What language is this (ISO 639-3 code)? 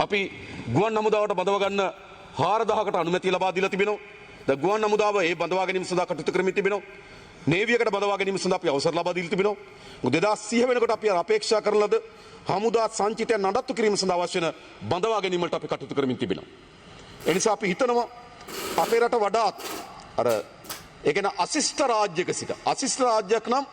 sin